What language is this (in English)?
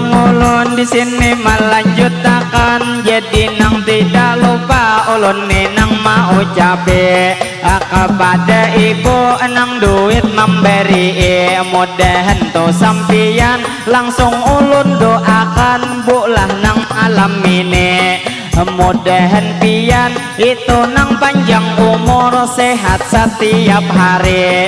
Banjar